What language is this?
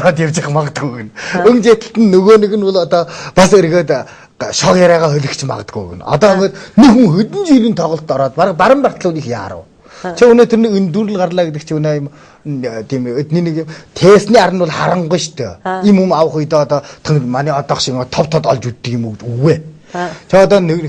Mongolian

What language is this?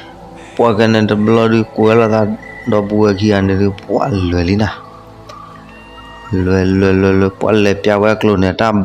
S'gaw Karen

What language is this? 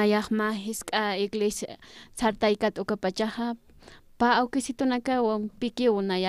Aymara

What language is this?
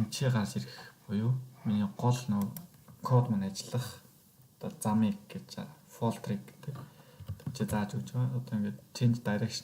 Mongolian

